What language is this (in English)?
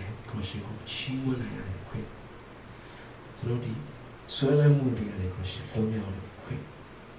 Burmese